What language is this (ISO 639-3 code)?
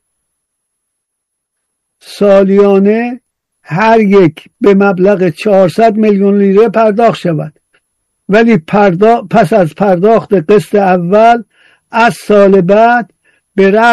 fas